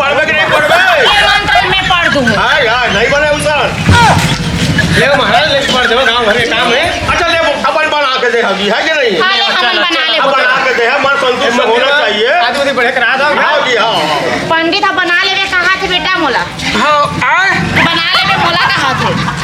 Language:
Chhattisgarhi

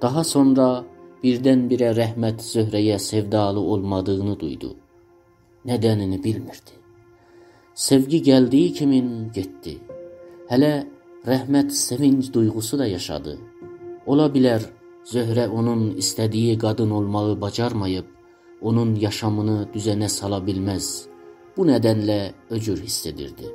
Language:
South Azerbaijani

